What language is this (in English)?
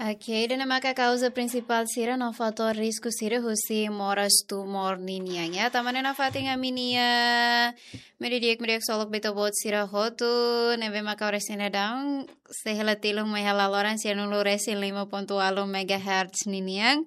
Tetum